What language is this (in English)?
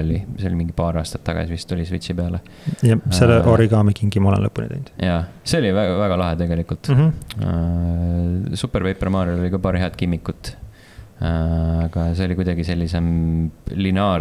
Estonian